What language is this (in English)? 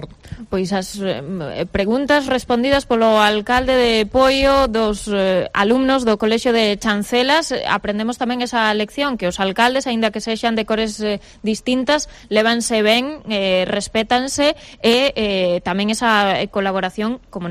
Galician